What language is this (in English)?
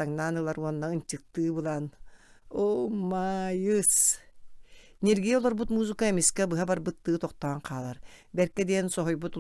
Yakut